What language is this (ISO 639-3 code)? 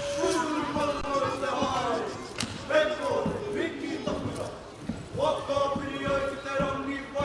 mri